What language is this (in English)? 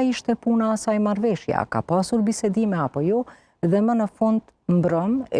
Albanian